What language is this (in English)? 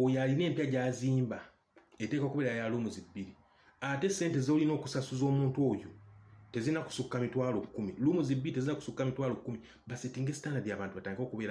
Ganda